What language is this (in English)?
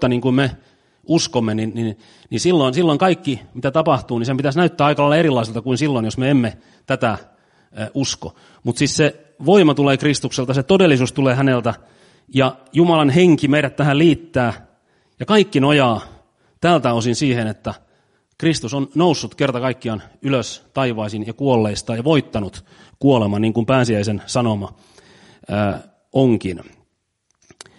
Finnish